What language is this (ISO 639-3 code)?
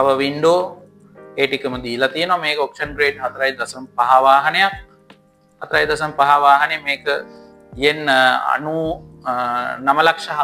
sin